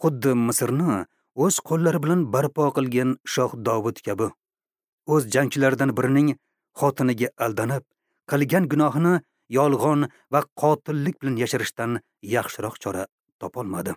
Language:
Uzbek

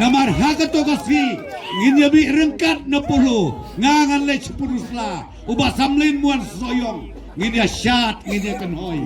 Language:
Khasi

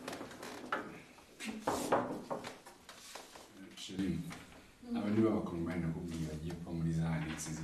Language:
Kinyarwanda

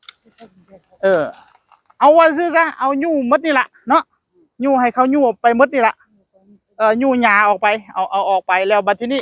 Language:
Northeastern Thai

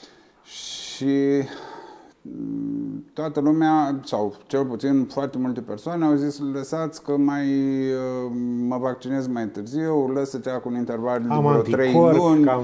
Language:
Romanian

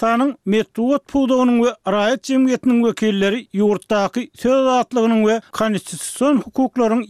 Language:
Turkmen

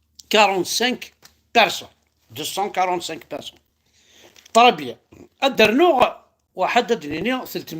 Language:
Kabyle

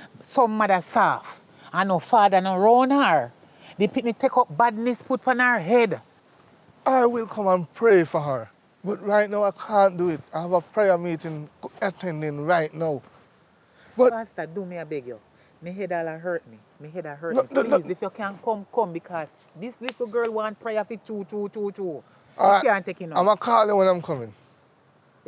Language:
Jamaican Creole English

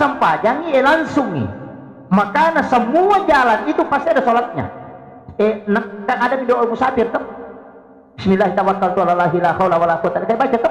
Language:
Buginese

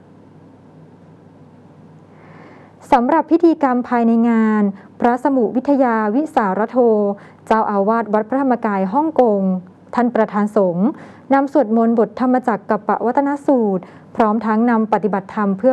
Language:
Thai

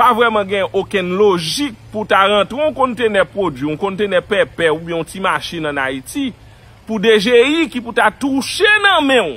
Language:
Haitian Creole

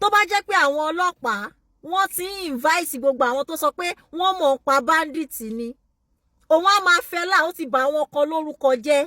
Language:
Yoruba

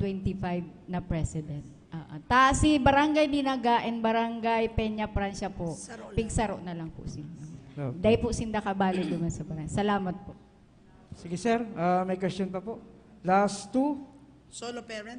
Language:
Bikol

